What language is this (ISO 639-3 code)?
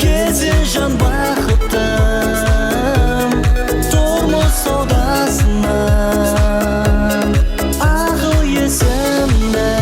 kaa